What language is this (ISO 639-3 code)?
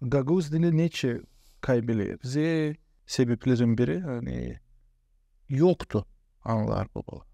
gag